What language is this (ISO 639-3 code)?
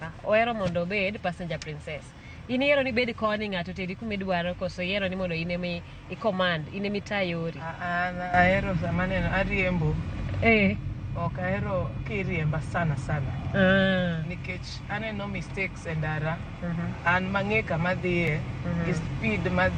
luo